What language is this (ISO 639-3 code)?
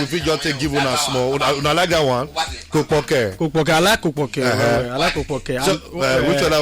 pcm